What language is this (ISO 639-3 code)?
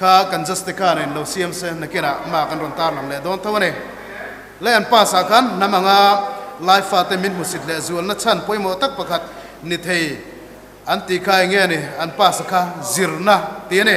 lus